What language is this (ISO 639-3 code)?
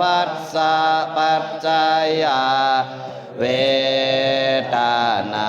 pli